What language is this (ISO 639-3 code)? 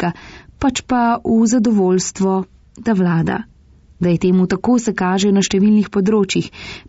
slv